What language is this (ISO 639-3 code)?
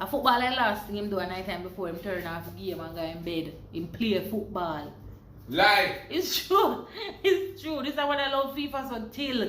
jam